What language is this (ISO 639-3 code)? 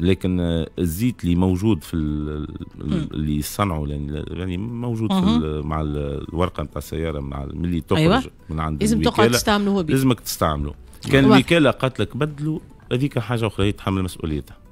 aeb